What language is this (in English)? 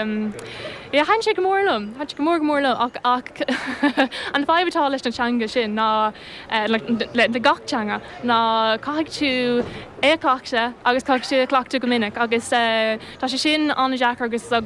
Irish